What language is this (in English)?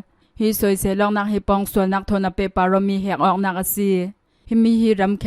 Hakha Chin